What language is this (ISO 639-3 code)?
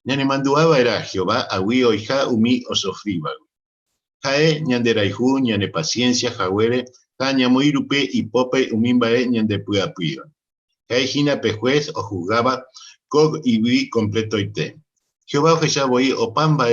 grn